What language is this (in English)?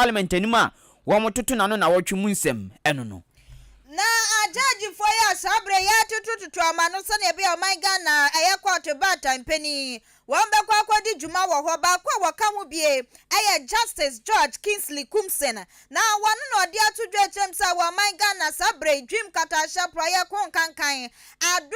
Akan